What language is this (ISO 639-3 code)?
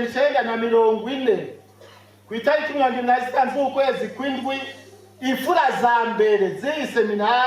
run